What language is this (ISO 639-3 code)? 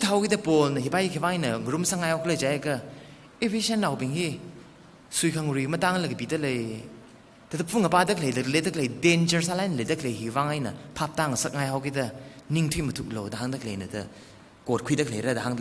nmf